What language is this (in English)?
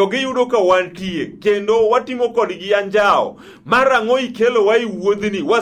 Luo (Kenya and Tanzania)